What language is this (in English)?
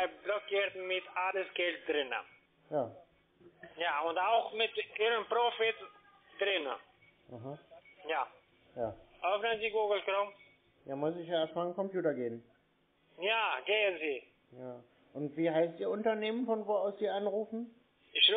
German